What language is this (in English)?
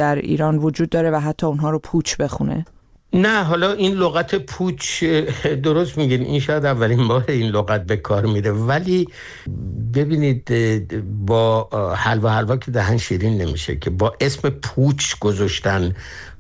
Persian